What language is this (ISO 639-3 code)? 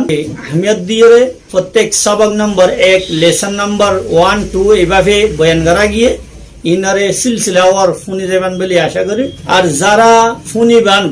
rhg